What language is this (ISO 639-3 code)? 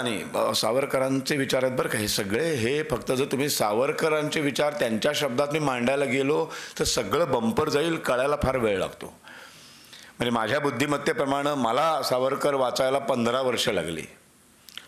mar